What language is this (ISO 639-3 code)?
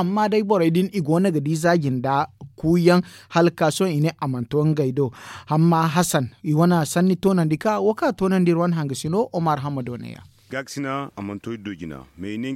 dje